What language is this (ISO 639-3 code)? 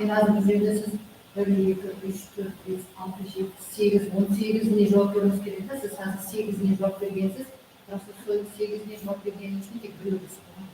kaa